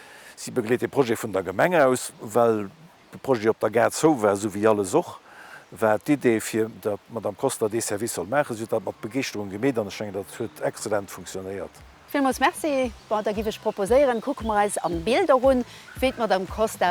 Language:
Luxembourgish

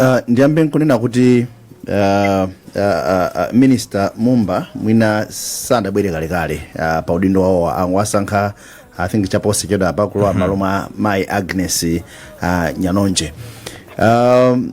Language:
Nyanja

